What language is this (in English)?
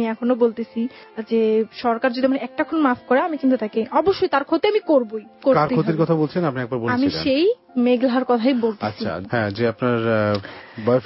Bangla